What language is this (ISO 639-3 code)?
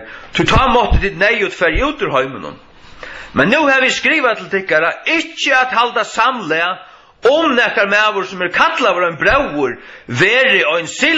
fao